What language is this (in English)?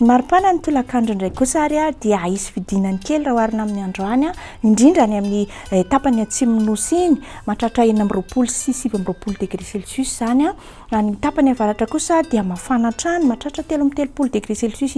Malagasy